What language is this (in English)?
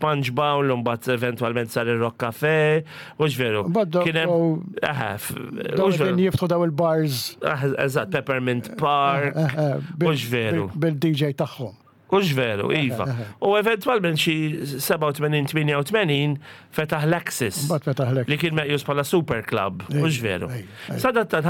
Maltese